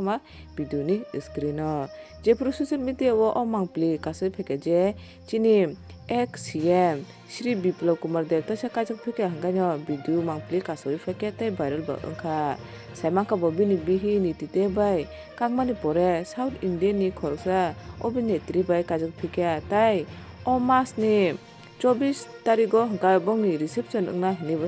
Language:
Kok Borok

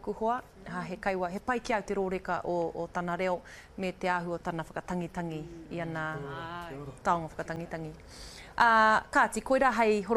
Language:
Māori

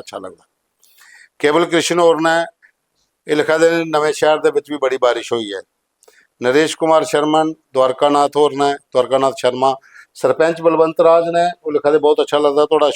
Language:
Dogri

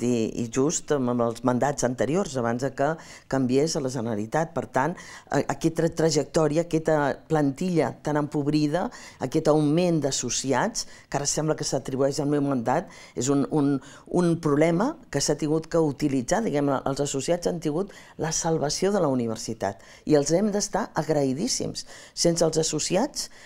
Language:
Catalan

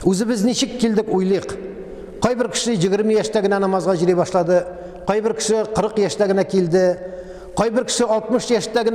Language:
Tatar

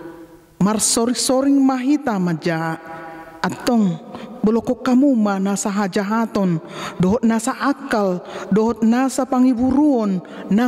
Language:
Batak Toba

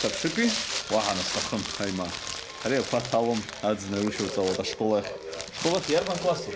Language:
Abkhazian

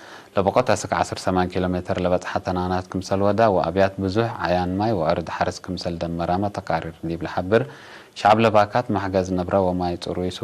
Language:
Tigre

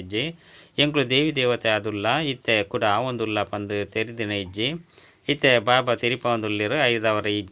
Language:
Tulu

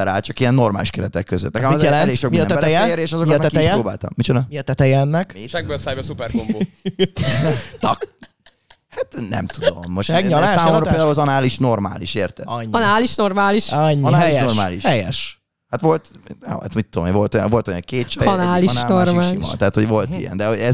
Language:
Hungarian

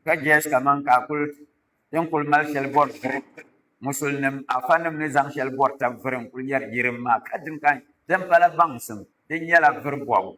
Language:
Dagbani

